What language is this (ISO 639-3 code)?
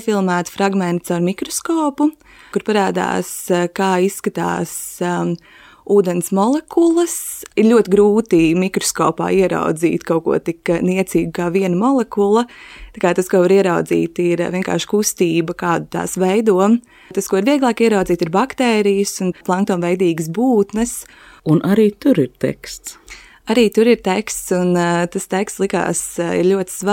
lav